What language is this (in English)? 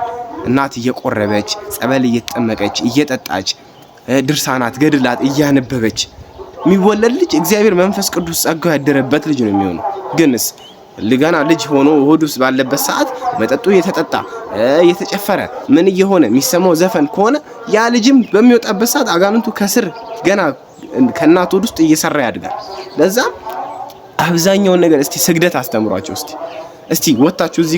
Amharic